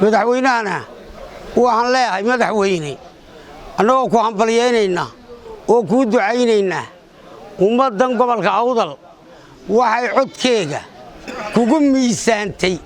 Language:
Somali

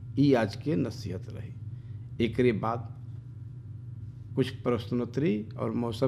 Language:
Bhojpuri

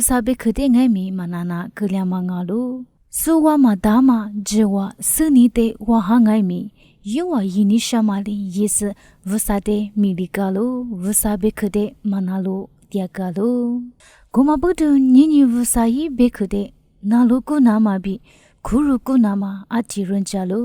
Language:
Lisu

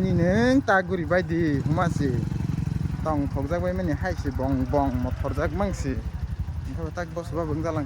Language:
Kok Borok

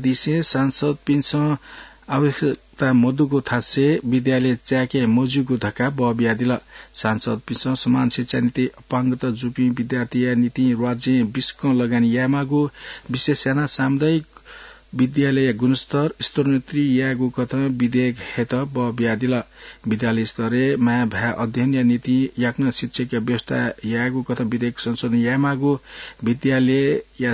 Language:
Newari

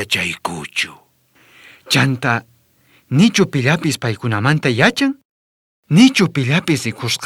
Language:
South Bolivian Quechua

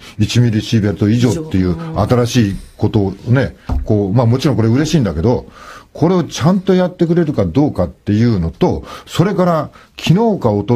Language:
Japanese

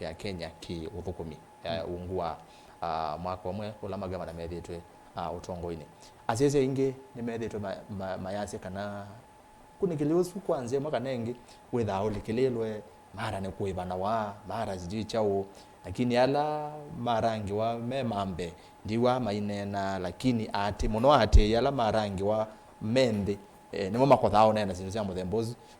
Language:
Kamba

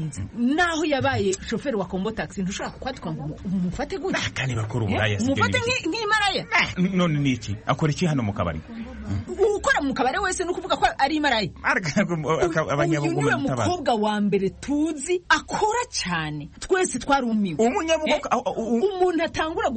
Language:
Kinyarwanda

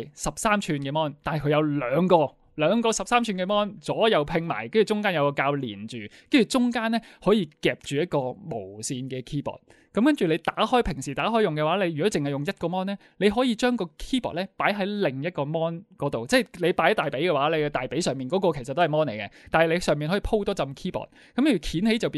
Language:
Cantonese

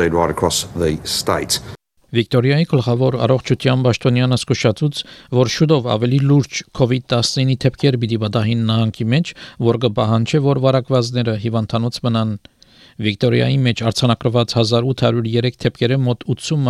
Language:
Armenian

